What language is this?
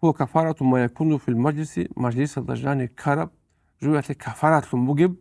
Avaric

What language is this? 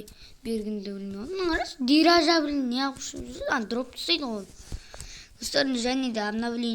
Kazakh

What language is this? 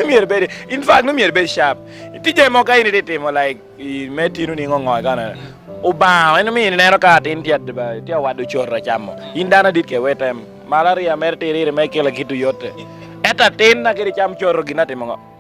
Lango (Uganda)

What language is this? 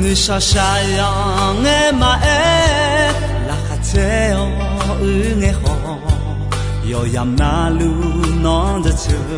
Akha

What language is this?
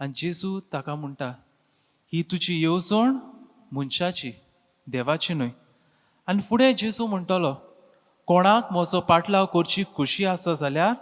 Konkani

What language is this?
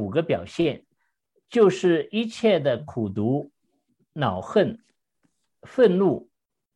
Chinese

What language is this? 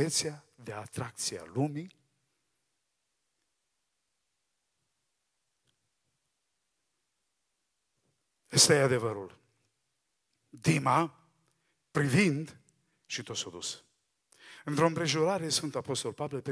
Romanian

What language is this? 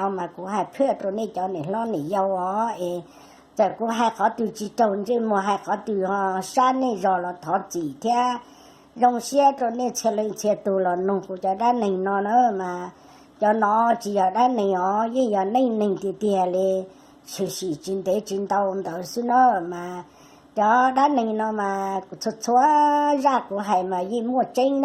Hmong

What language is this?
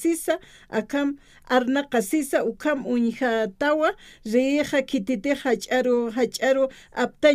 Aymara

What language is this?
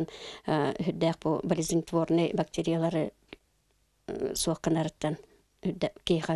Yakut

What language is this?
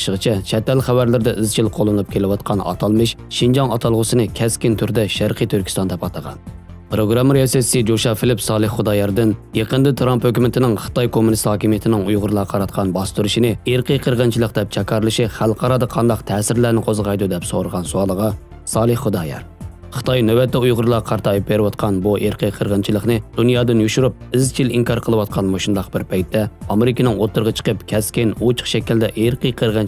Uyghur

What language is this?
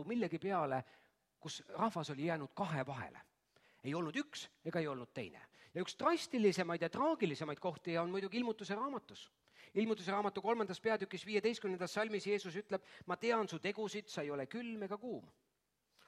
Estonian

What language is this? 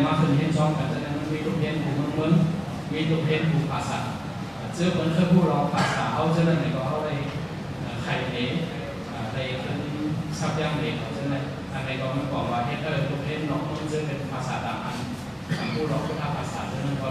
Shan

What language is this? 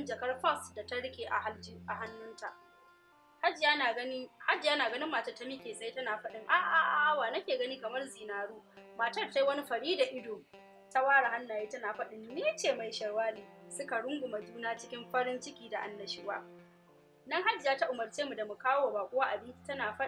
Hausa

